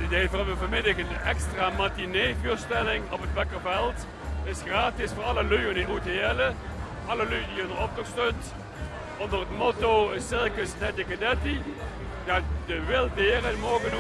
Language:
Limburgish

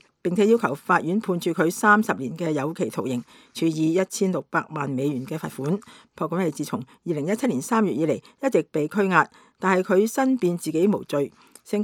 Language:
Cantonese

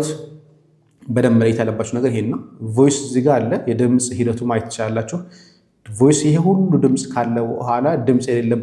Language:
Amharic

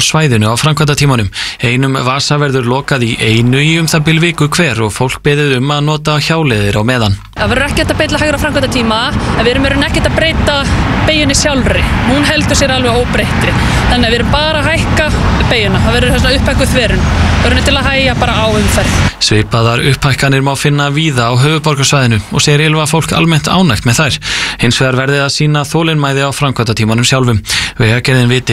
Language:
Icelandic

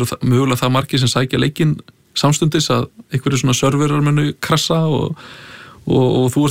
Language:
Icelandic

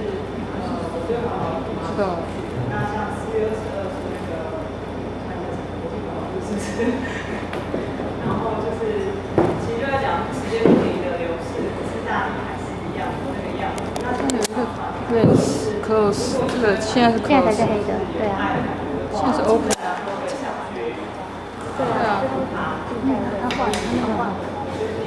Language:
Chinese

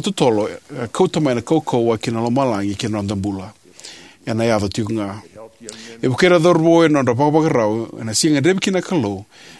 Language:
Fijian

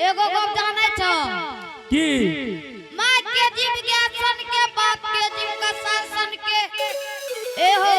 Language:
Angika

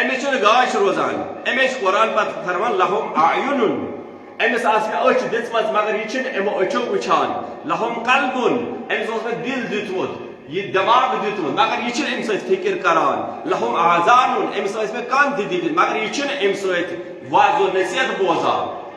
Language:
Kashmiri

